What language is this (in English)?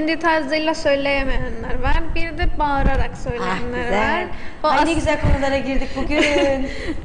Turkish